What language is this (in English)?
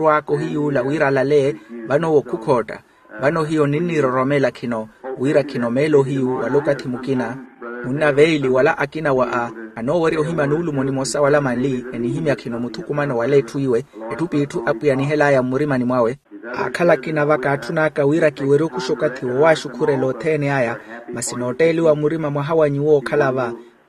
Makhuwa